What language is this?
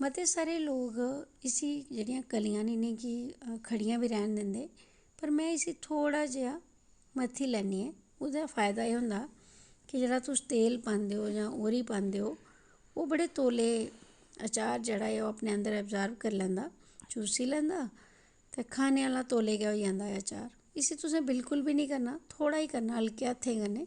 Dogri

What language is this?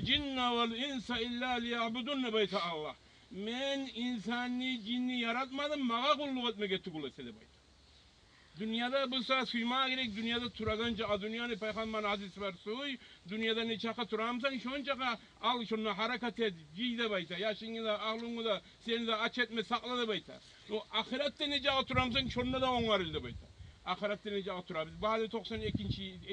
Kumyk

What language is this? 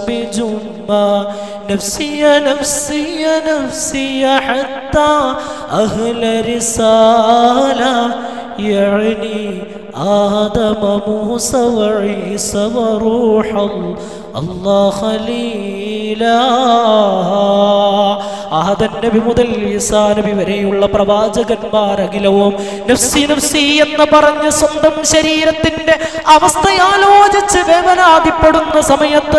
Malayalam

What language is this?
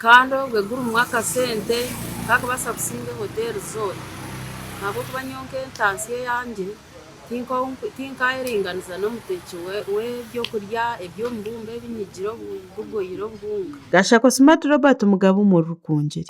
Nyankole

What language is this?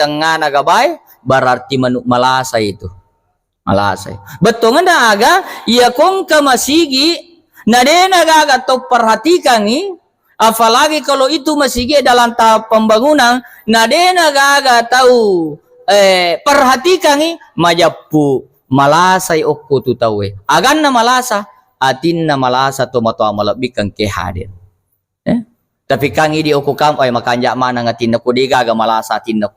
Buginese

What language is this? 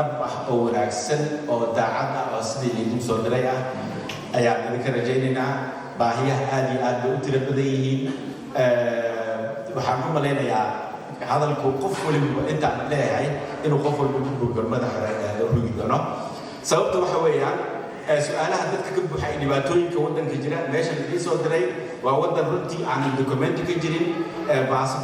Somali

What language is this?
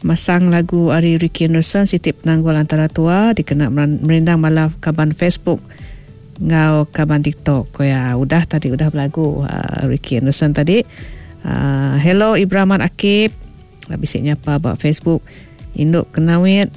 Iban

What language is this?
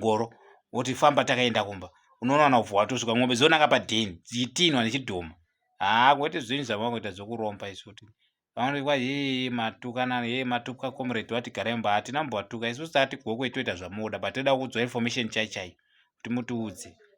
Shona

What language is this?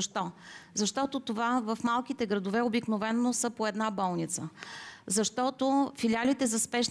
Bulgarian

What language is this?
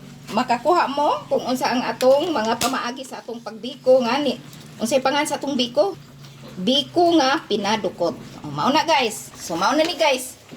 Cebuano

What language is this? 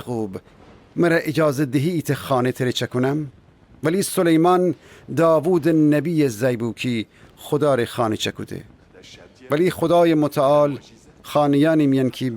Gilaki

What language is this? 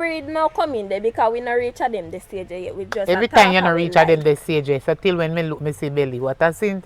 Jamaican Creole English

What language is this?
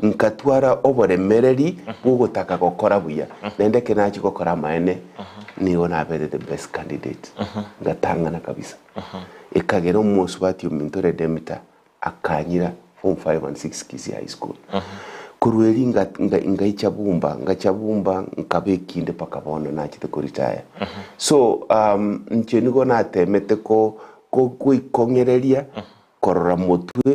Gusii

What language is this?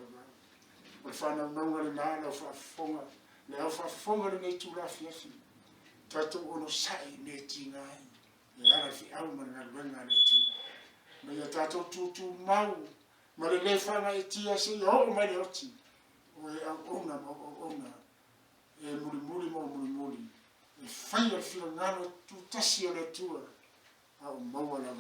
Samoan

